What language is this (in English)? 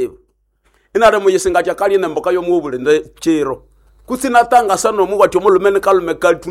Nande